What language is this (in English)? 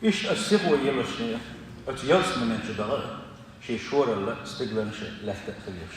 Chechen